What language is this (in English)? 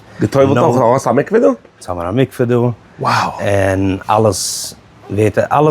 Yiddish